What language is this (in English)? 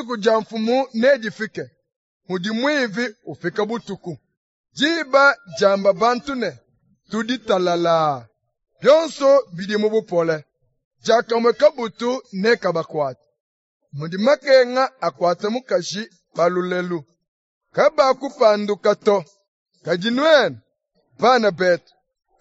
Luba-Lulua